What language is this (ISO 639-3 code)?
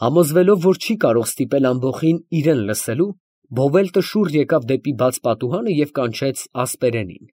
hye